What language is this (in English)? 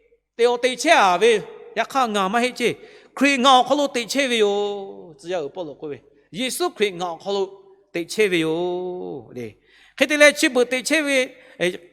Lahu